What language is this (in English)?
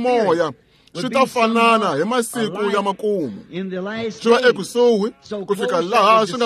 Tsonga